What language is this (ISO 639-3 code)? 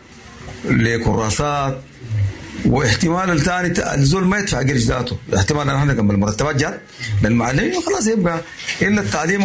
apd